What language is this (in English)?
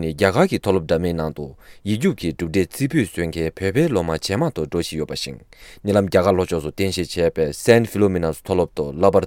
Tibetan